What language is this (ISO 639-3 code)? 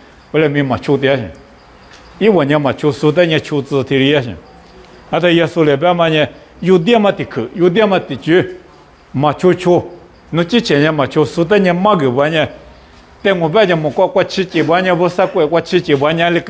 lis